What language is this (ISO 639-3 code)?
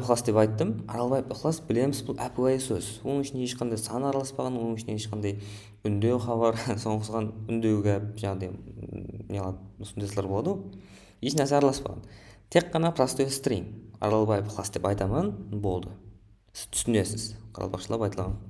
kaa